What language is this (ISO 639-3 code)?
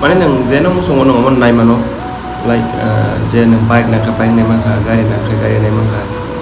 trp